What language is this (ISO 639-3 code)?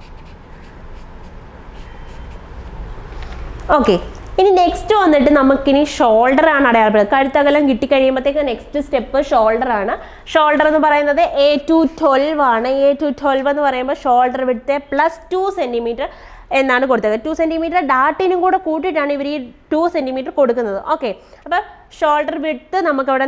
mal